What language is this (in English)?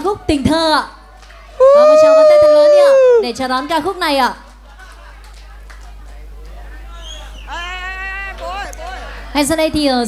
Vietnamese